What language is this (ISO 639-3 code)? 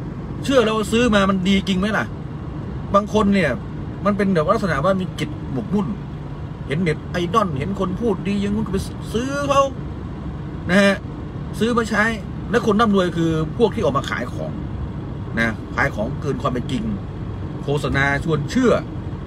tha